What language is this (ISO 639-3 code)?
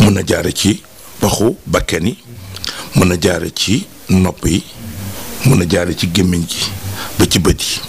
wol